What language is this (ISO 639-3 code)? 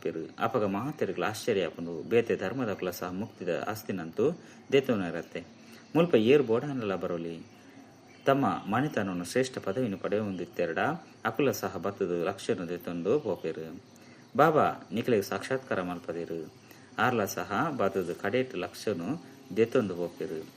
tcy